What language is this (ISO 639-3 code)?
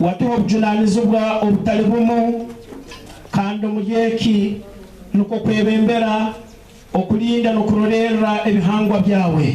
nyn